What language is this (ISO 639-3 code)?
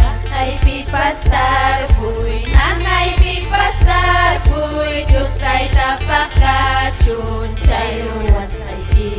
quy